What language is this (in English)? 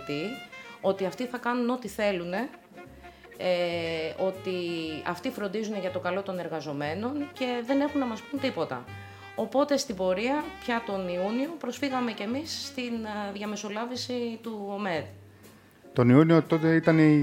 Greek